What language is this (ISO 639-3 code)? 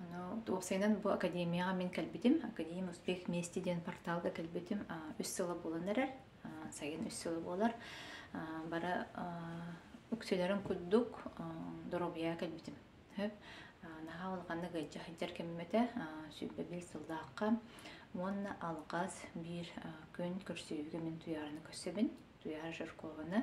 sah